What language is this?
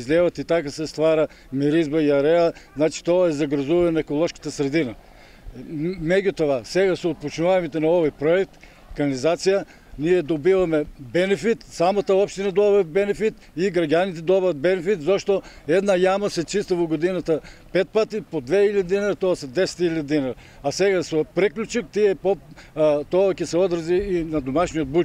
Macedonian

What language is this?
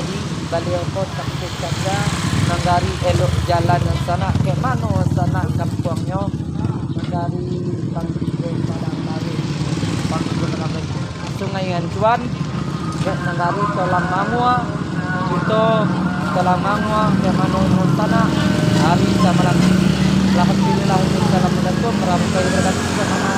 Minangkabau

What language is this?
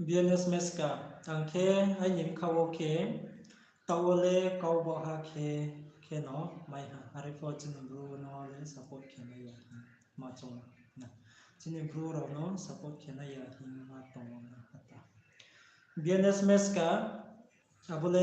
Riang (India)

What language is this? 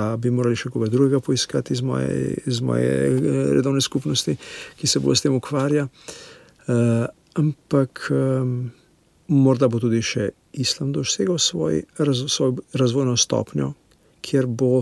Slovenian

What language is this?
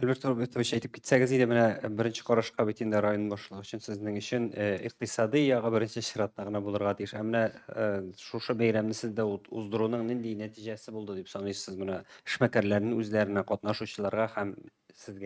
Tatar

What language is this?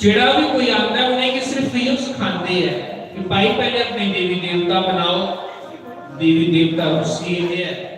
Dogri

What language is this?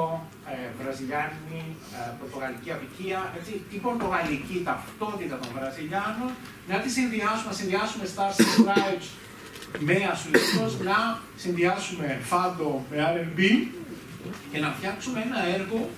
Greek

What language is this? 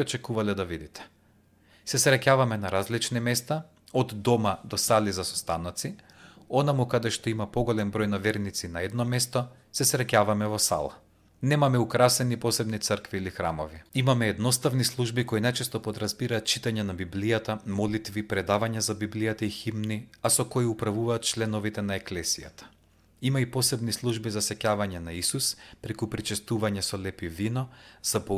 Macedonian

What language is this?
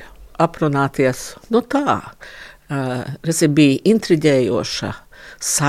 Latvian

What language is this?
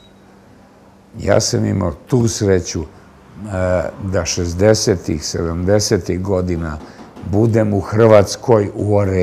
Serbian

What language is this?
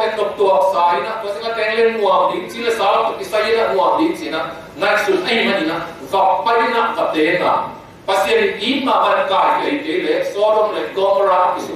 Tedim Chin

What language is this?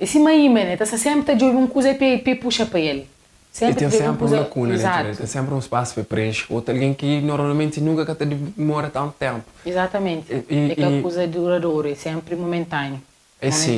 Kabuverdianu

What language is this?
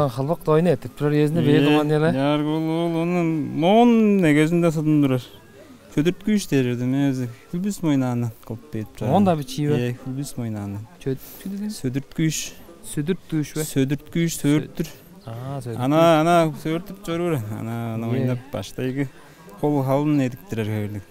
Tuvinian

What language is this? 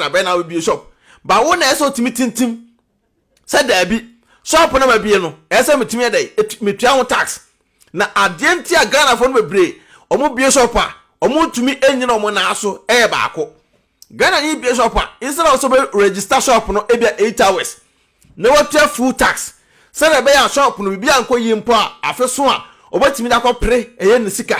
Akan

